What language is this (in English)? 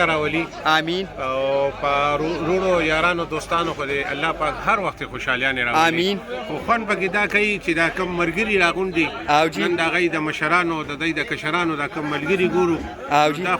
Pashto